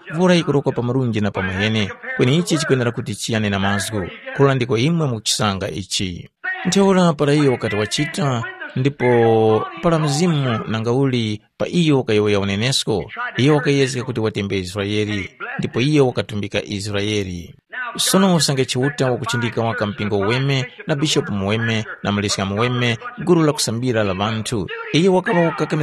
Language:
Tumbuka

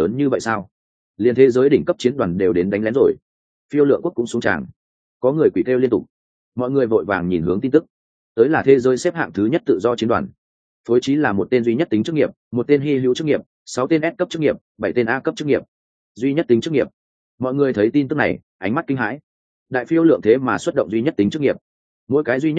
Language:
Vietnamese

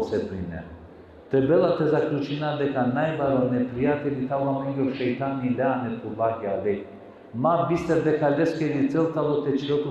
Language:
Balkan Romani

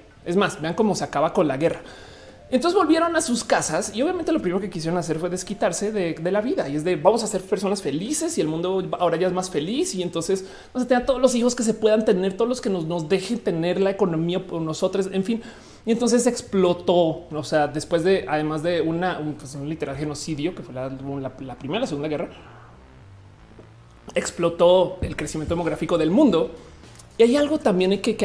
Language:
Spanish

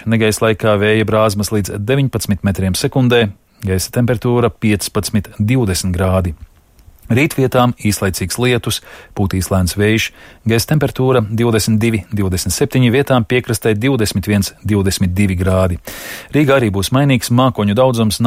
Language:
Latvian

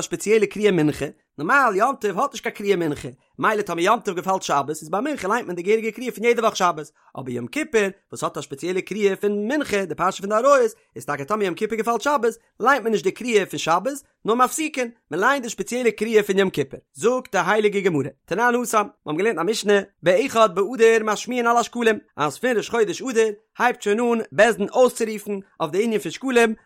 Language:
Yiddish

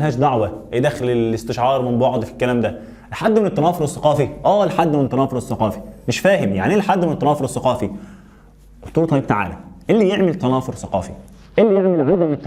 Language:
Egyptian Arabic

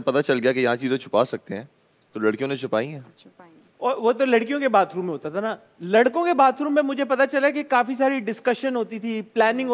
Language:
Hindi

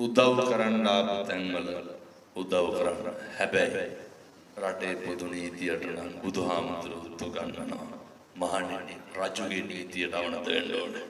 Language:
Sinhala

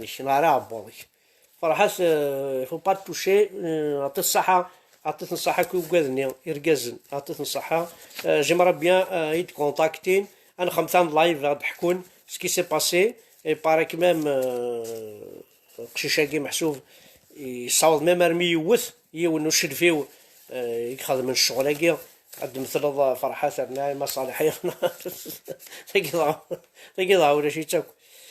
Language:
Kabyle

